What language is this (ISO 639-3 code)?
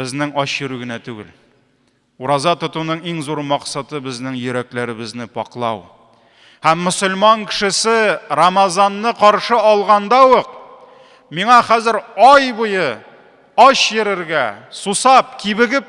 tat